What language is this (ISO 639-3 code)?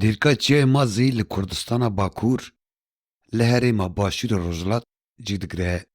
kur